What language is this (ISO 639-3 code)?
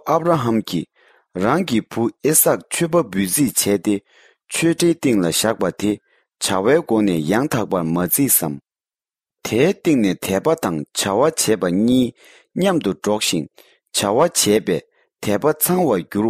bod